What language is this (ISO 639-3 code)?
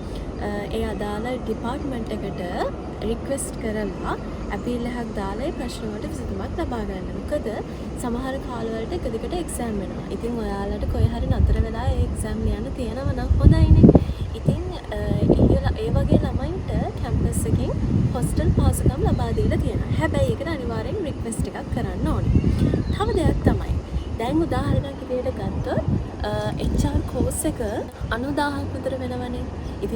sin